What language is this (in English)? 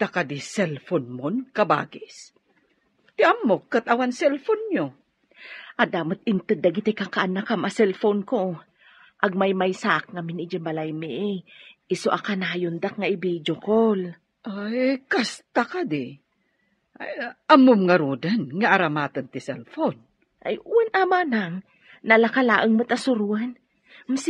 Iloko